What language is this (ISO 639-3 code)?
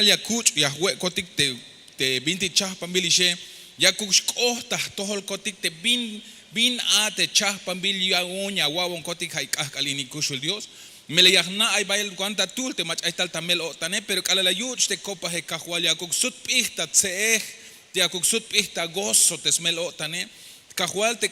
tzh